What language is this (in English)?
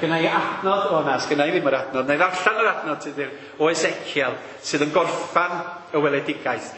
Welsh